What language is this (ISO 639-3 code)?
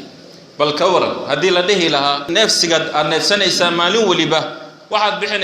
som